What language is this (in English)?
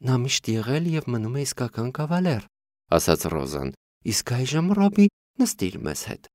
Armenian